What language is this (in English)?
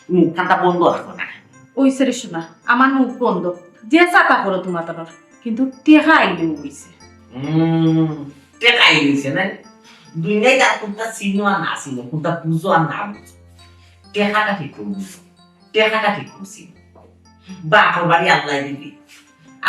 Sylheti